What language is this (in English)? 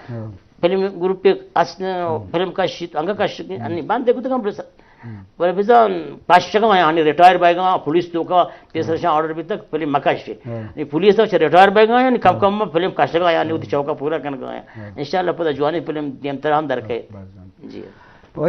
Baluchi